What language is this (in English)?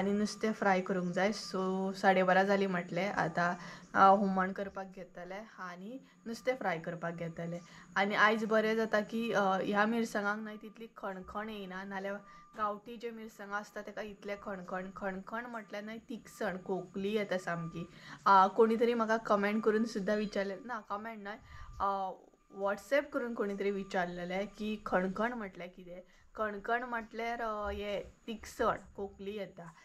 Konkani